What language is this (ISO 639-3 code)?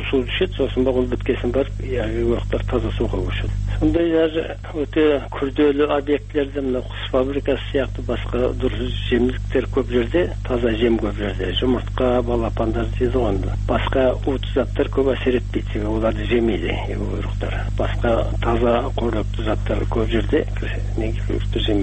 kaz